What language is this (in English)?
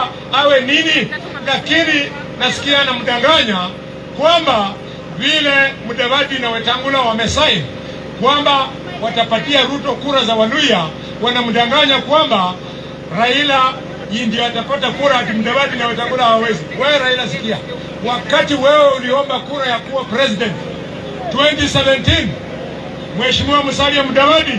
Swahili